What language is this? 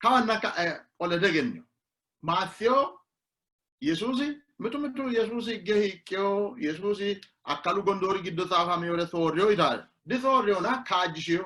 Sidamo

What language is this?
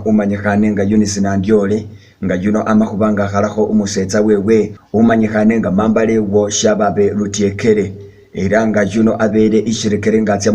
Masaaba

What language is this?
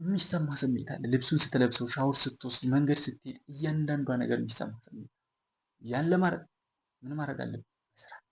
Amharic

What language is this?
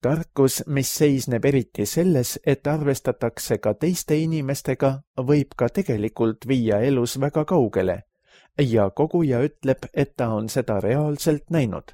Estonian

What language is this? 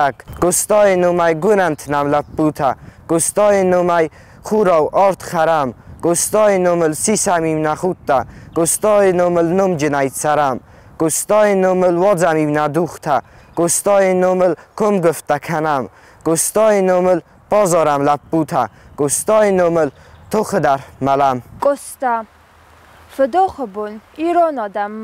Ossetic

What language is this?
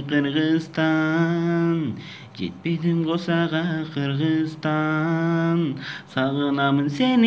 Kyrgyz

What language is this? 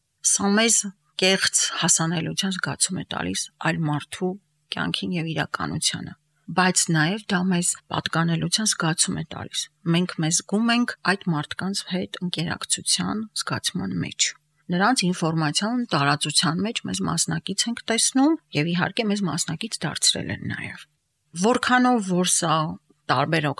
Armenian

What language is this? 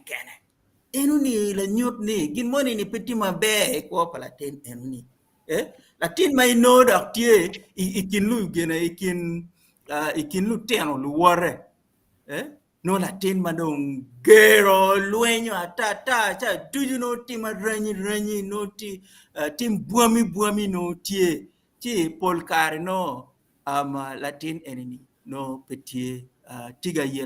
Acoli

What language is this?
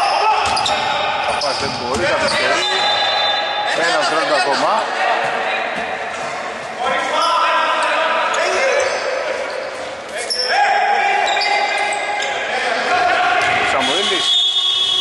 Greek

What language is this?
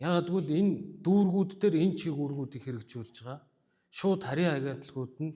Mongolian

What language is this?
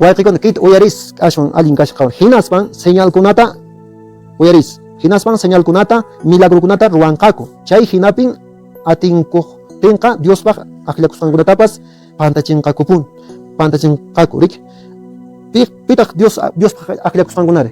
Quechua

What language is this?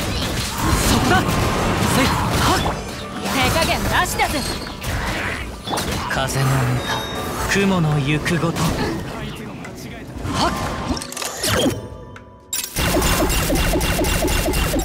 Japanese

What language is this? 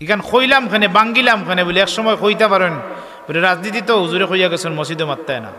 Sylheti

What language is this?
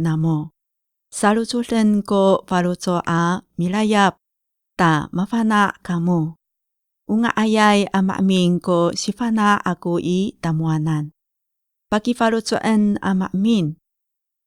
Amis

